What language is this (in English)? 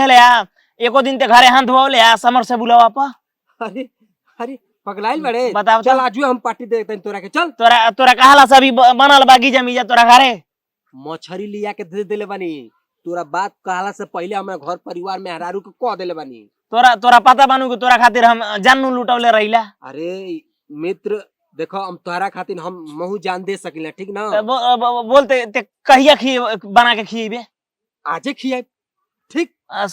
Bhojpuri